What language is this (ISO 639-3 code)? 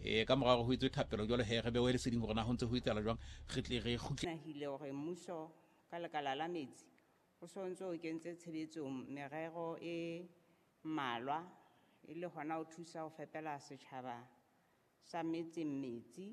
sot